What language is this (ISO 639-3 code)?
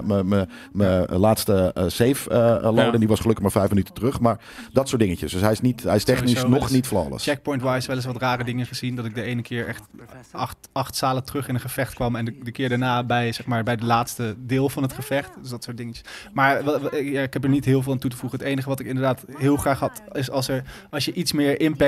nld